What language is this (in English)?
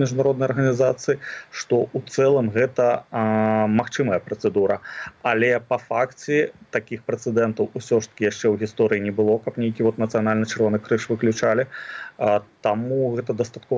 Belarusian